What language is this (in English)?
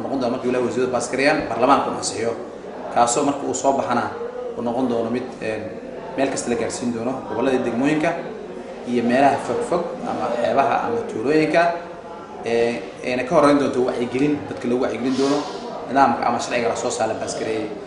Somali